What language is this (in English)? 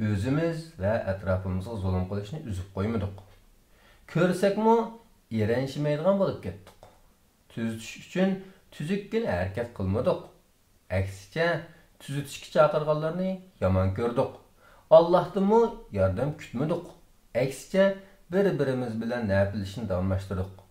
Uyghur